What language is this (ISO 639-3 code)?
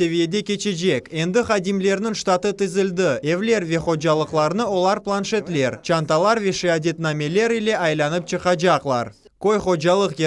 crh